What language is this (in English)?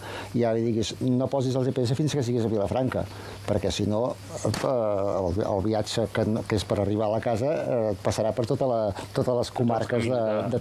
Catalan